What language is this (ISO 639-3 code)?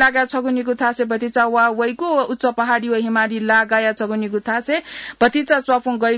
new